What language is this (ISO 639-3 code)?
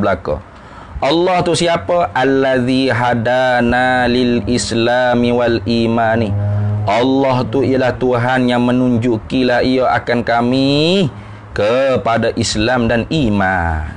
msa